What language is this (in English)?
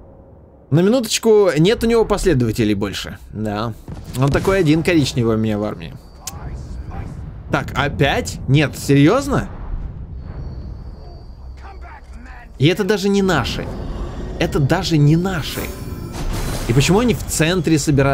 Russian